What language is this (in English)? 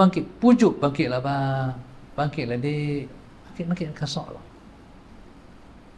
Malay